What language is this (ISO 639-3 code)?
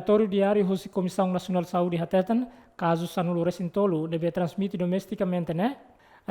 tet